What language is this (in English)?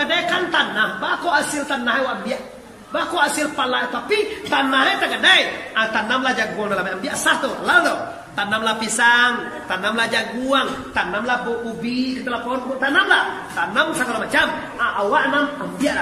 Minangkabau